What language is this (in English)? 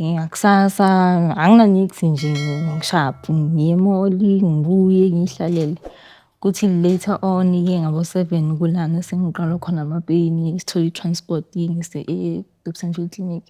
Zulu